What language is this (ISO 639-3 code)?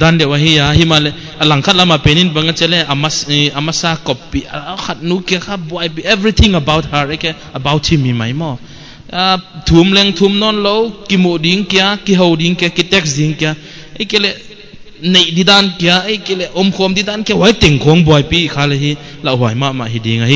pck